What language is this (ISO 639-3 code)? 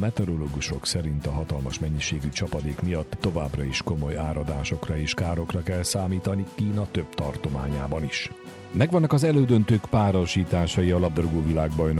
hun